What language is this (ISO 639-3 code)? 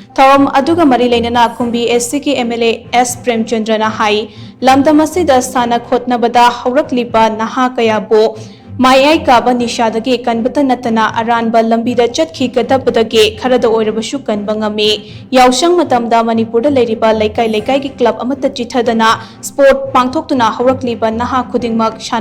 mni